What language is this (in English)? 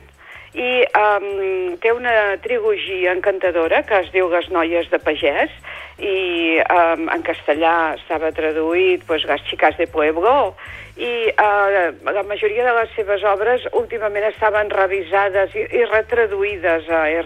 Catalan